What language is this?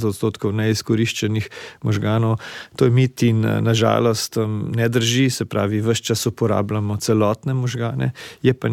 Slovenian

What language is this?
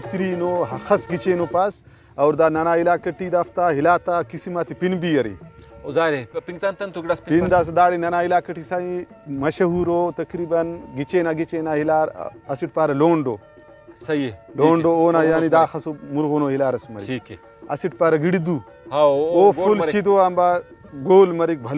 Brahui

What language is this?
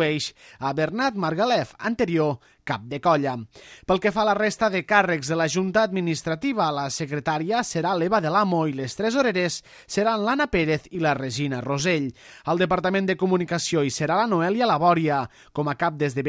Catalan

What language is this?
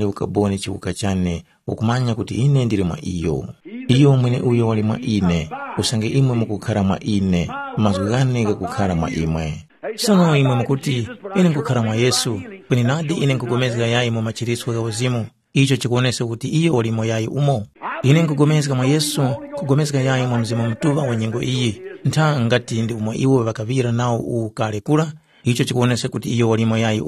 Tumbuka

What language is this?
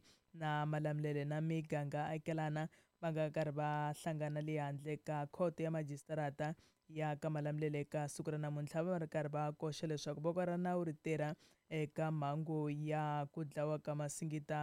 Tsonga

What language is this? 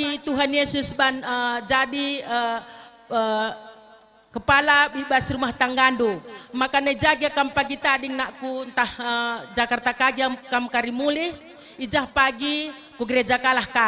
Batak Karo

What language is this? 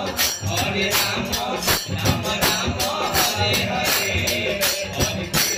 Bhojpuri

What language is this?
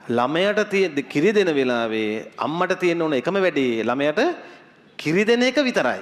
Sinhala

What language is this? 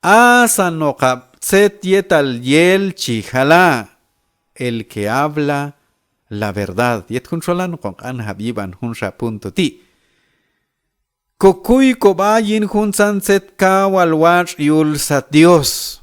Q'anjob'al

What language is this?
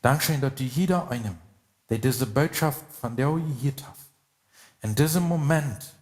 Plautdietsch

